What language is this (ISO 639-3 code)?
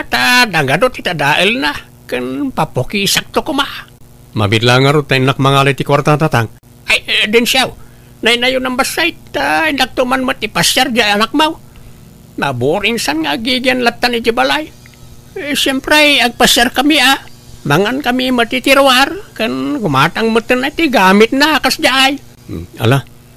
ilo